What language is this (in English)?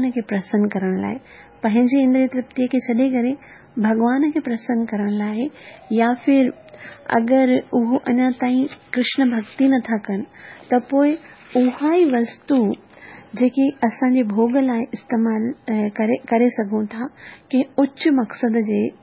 Sindhi